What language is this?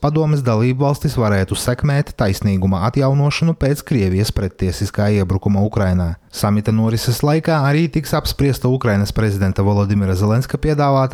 Latvian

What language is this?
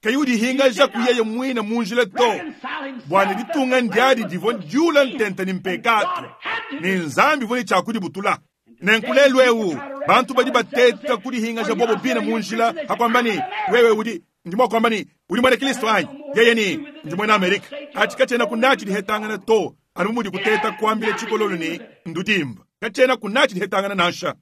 Luba-Lulua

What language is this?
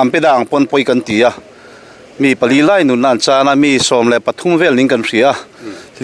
Mizo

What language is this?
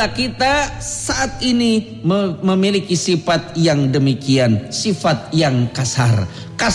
Indonesian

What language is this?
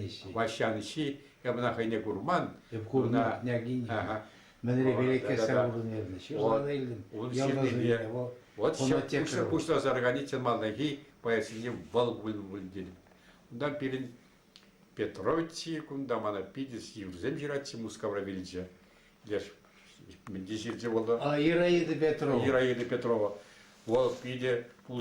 Chuvash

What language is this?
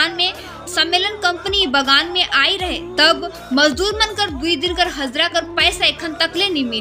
Sadri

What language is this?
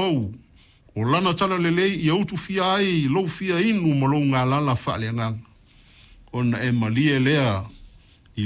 Samoan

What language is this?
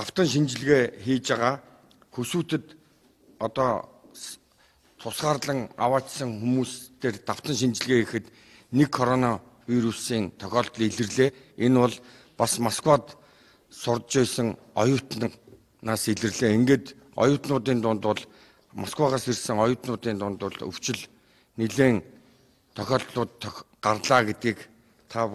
Mongolian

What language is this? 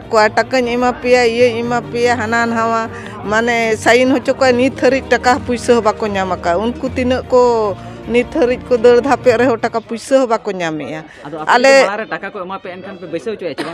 Santali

